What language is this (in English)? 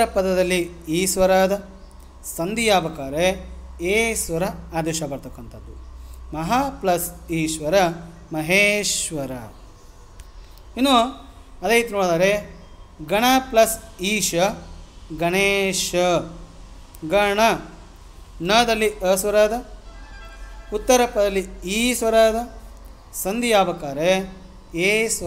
Kannada